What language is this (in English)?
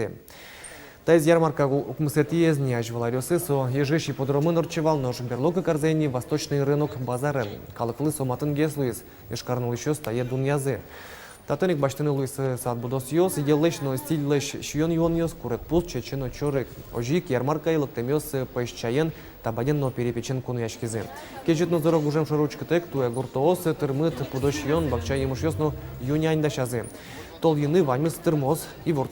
Udmurt